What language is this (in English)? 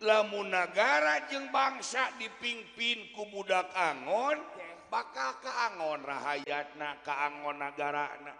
Sundanese